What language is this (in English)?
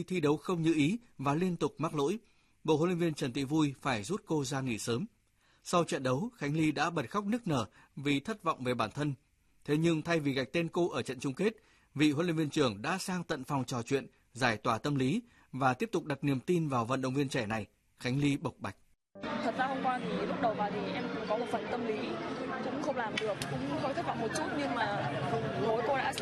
Vietnamese